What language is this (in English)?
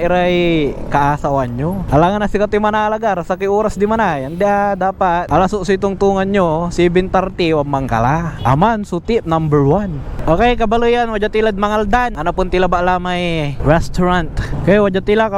Pangasinan